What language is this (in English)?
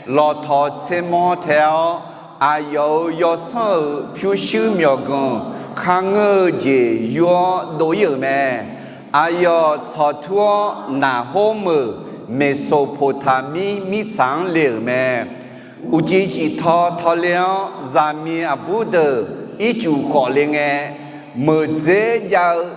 Akha